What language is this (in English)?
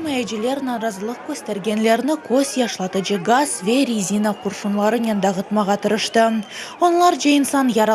Crimean Tatar